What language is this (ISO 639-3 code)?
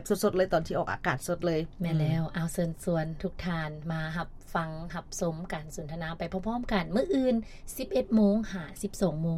lao